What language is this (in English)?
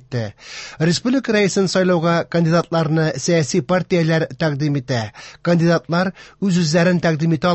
Tatar